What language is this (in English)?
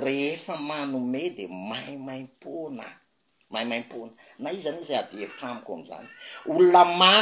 Malagasy